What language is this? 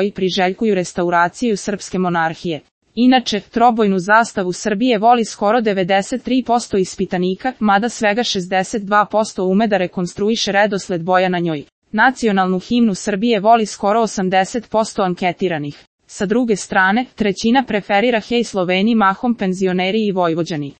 Serbian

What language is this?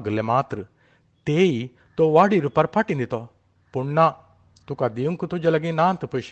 Konkani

